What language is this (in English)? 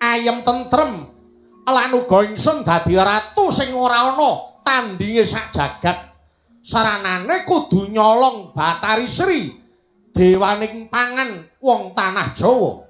Javanese